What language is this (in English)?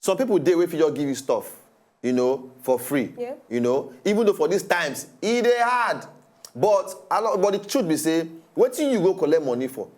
Nigerian Pidgin